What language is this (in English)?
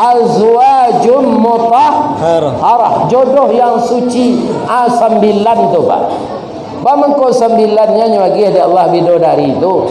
Minangkabau